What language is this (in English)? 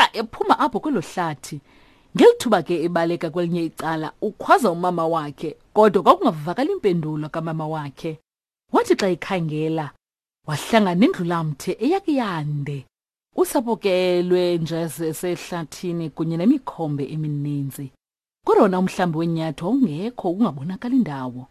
Xhosa